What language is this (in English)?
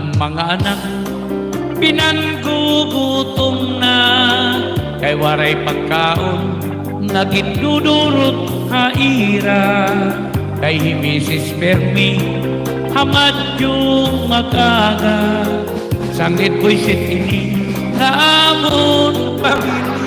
Waray